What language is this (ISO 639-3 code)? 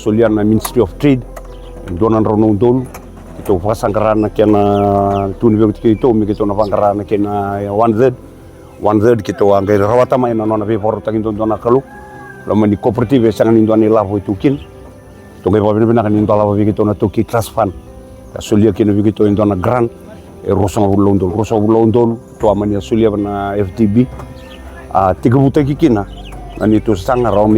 fij